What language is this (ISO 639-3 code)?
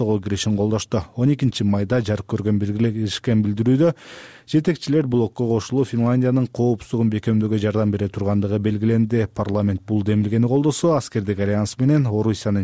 kir